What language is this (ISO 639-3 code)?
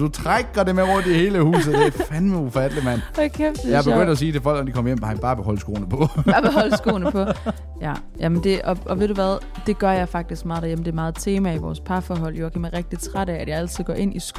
dan